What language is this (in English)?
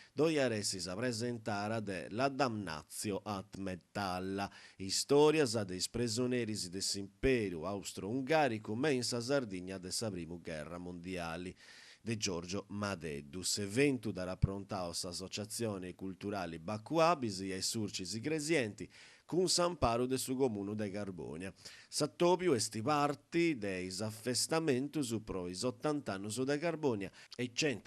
Sardinian